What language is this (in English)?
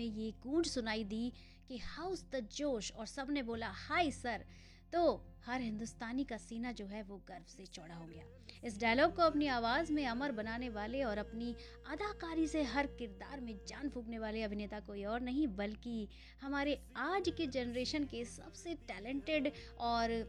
Hindi